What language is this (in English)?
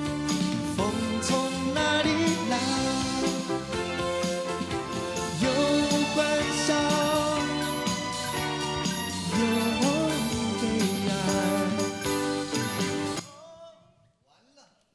Chinese